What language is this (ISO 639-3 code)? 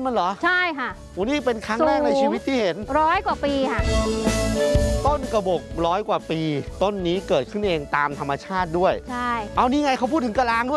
tha